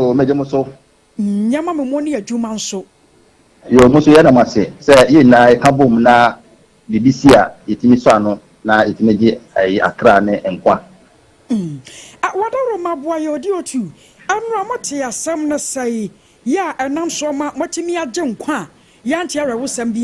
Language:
Akan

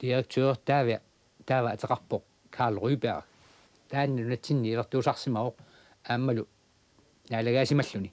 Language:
Kalaallisut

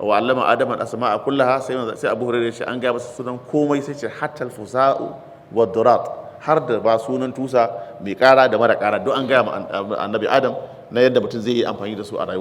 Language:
Hausa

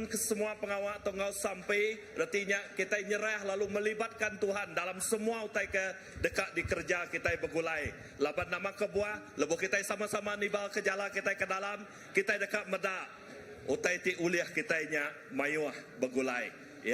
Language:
Iban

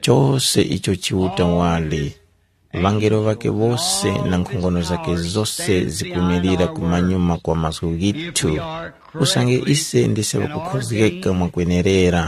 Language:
Tumbuka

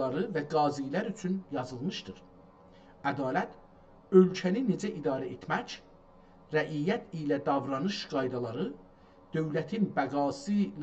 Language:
South Azerbaijani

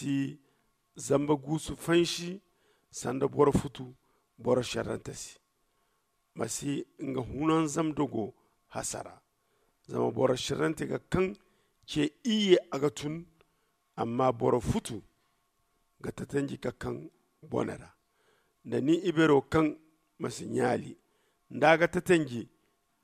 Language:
Zarma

